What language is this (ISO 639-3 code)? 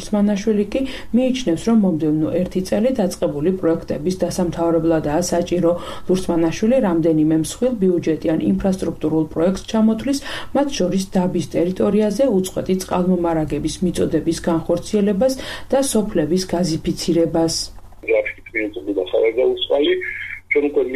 kat